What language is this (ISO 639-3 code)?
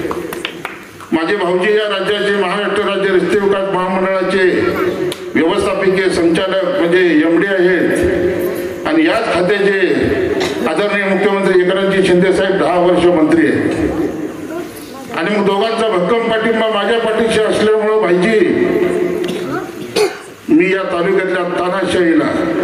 mar